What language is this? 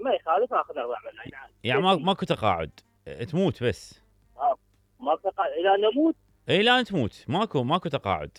Mesopotamian Arabic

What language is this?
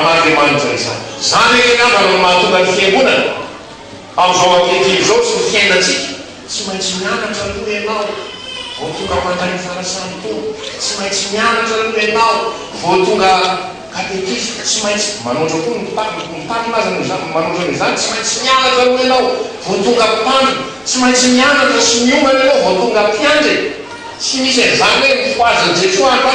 Malagasy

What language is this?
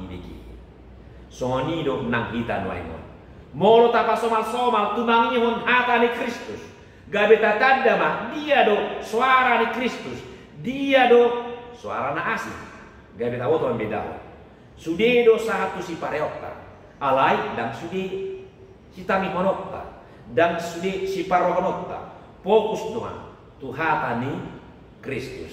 Batak Toba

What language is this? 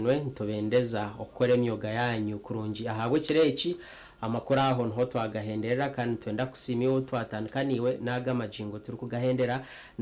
Nyankole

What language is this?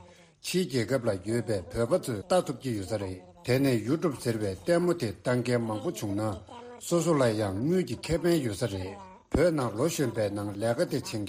Tibetan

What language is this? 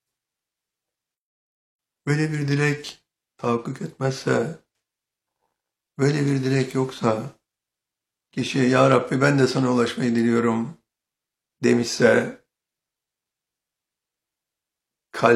Turkish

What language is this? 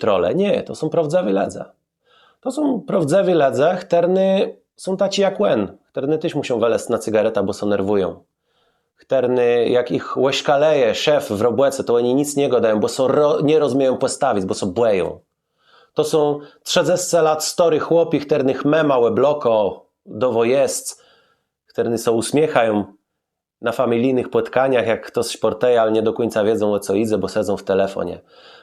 Kashubian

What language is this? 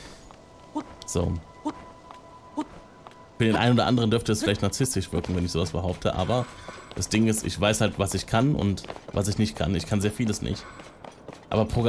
German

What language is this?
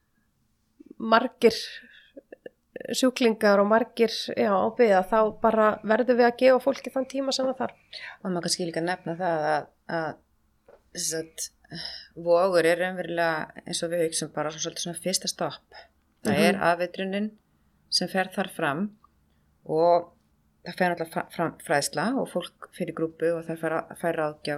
Icelandic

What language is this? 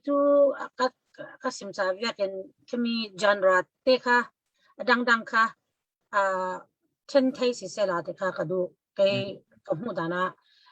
Falam Chin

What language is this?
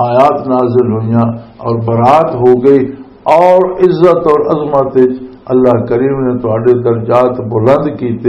Western Panjabi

